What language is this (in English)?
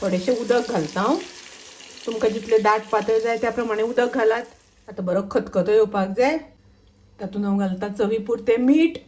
Konkani